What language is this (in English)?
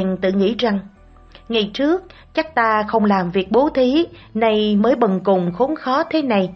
Vietnamese